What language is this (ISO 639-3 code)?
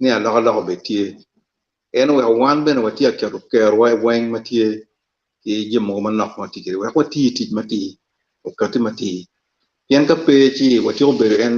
ach